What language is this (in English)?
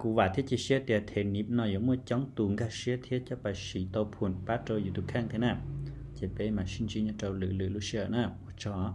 Hmong